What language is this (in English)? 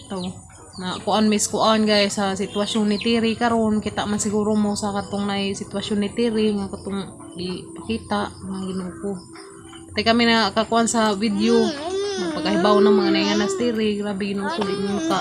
Cebuano